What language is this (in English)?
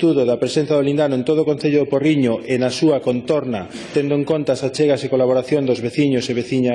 Galician